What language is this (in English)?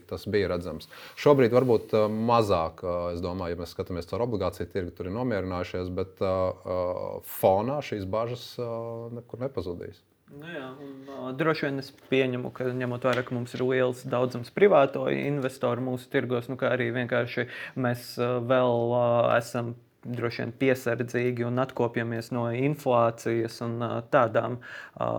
Latvian